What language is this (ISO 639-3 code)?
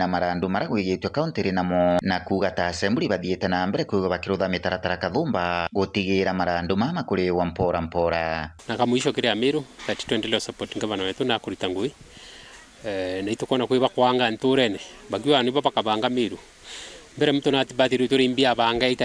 mer